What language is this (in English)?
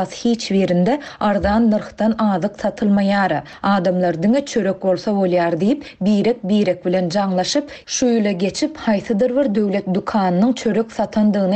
Turkmen